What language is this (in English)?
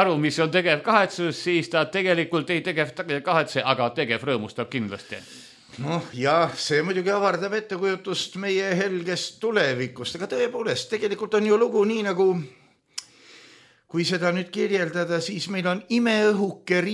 Estonian